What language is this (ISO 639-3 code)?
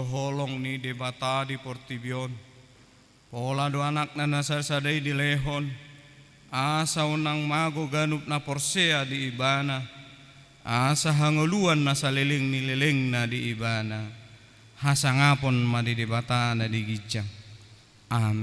bbc